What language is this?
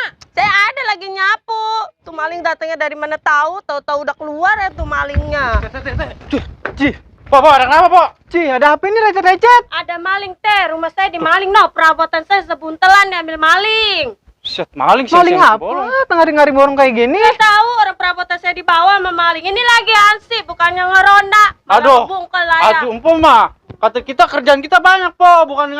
Betawi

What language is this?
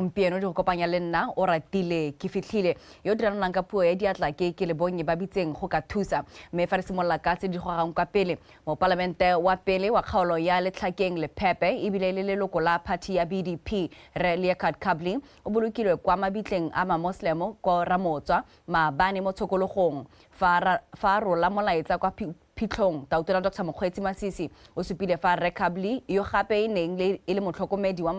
Tswana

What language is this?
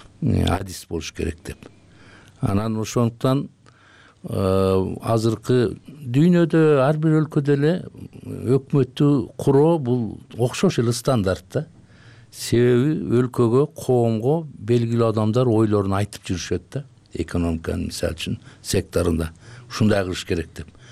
Kyrgyz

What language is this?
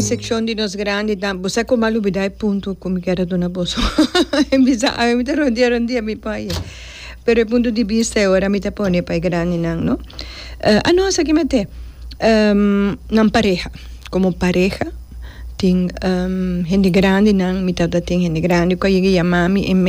Papiamento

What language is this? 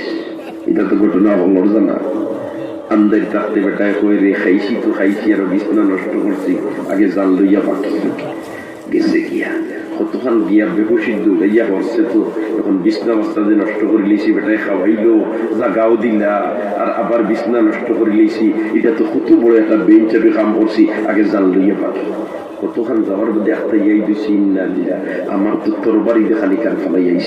Sylheti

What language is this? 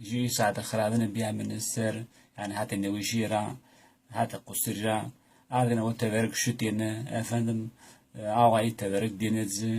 Zaza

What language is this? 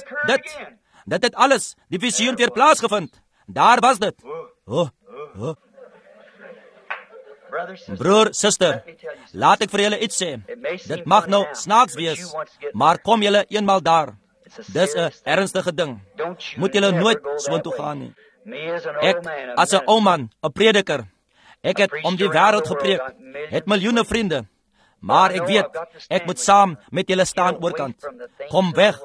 Afrikaans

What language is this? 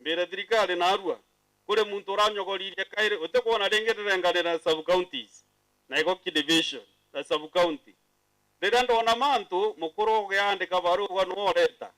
Meru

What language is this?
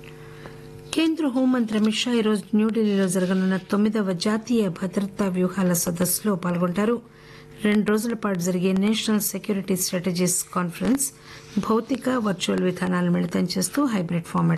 Telugu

